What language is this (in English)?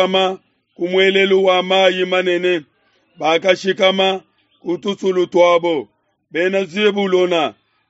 Luba-Lulua